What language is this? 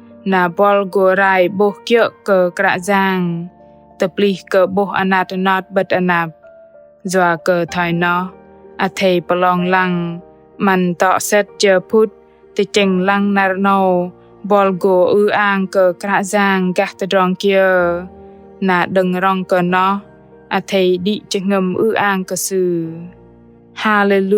Bahnar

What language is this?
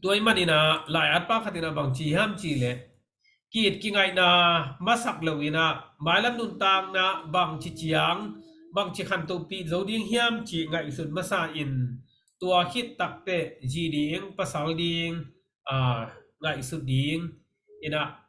Tedim Chin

